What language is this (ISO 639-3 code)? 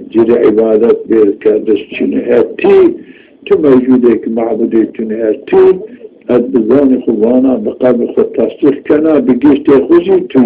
zza